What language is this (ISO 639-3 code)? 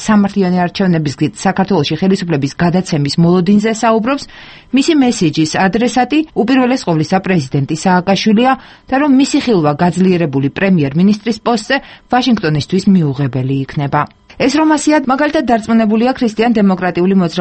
kat